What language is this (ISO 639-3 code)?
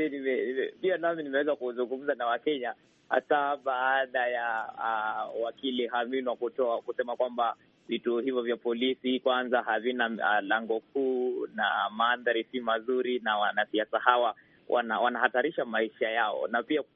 swa